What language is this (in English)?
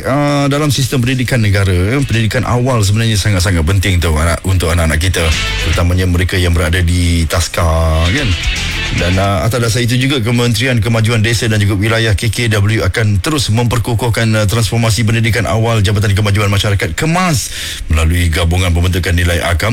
Malay